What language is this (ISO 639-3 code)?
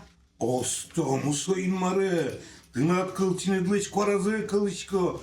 udm